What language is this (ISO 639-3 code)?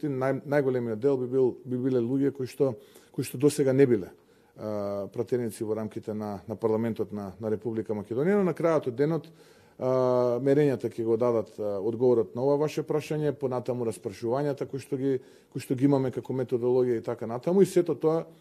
mkd